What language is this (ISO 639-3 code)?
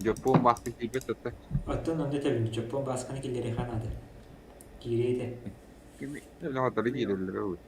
sah